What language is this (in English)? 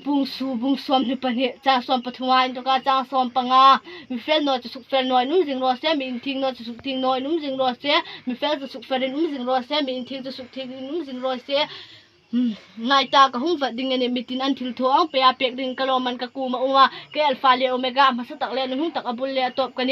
Hmar